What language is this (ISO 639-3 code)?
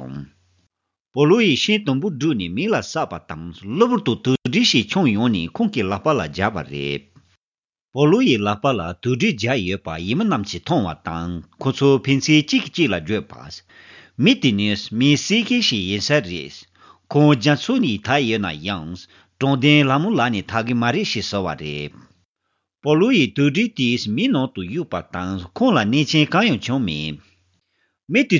bod